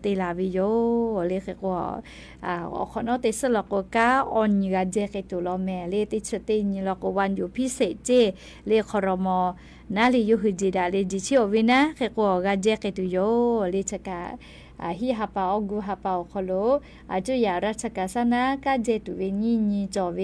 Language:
Lahu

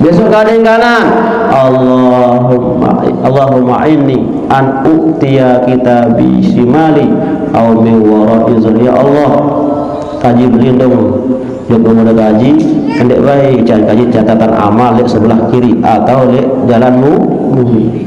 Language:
Sasak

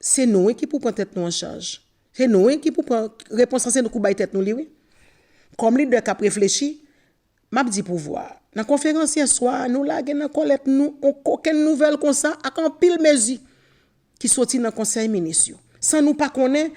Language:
Haitian Creole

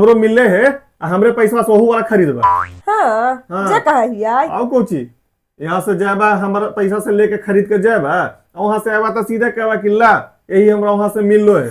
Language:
Magahi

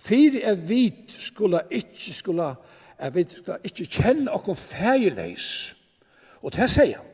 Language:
Faroese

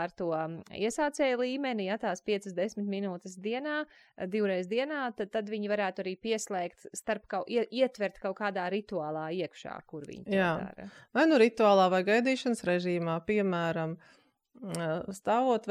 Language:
Latvian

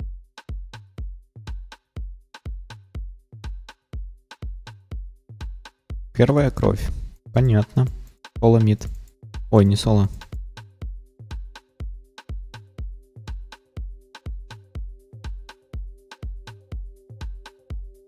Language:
Russian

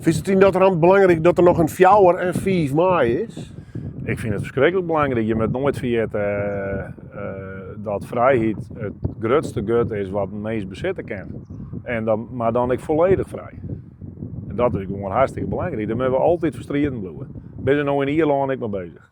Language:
Western Frisian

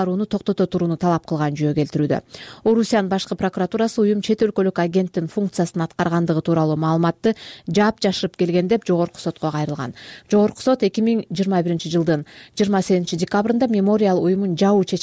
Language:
Kyrgyz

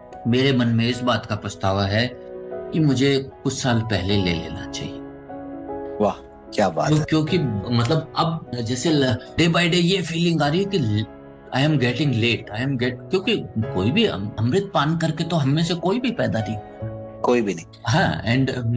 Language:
Hindi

